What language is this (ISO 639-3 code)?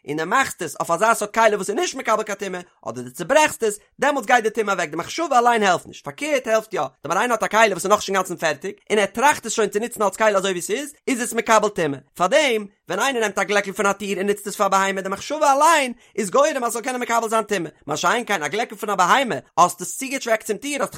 yid